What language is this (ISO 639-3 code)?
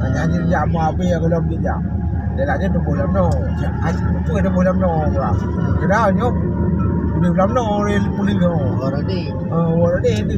ace